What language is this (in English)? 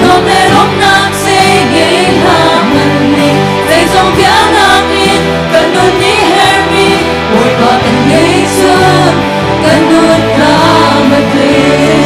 Hakha Chin